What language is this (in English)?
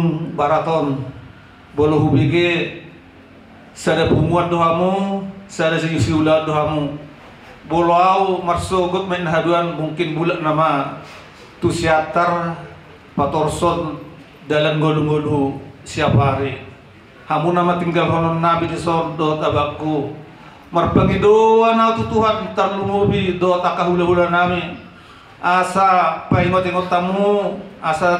Batak Toba